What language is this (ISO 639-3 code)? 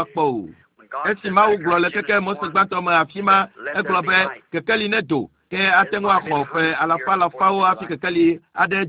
ewe